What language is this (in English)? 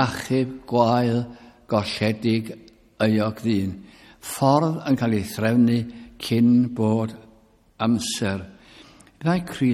Welsh